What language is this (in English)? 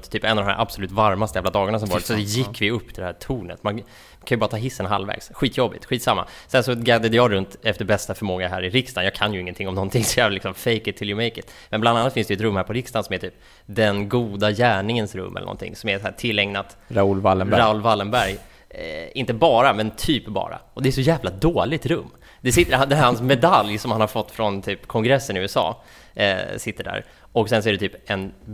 Swedish